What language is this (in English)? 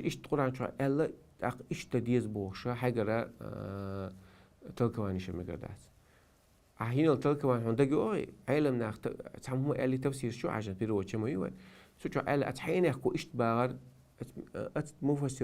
Chechen